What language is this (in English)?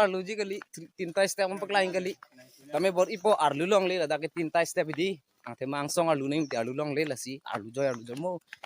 Karbi